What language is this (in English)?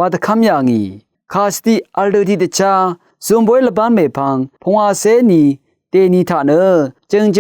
Rawang